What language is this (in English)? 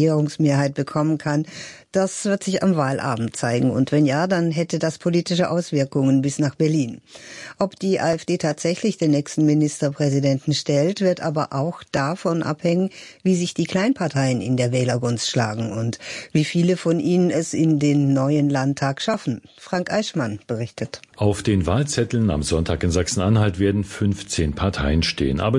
German